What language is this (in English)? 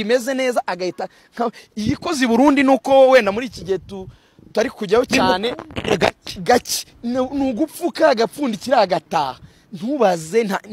Kinyarwanda